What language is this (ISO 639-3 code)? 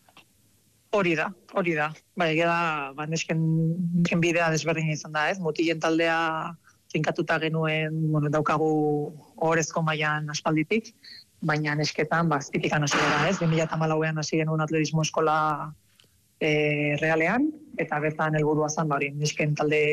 eus